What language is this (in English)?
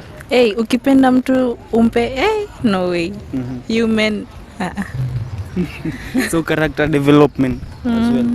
Swahili